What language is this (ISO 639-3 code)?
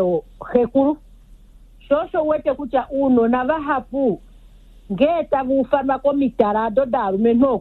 kua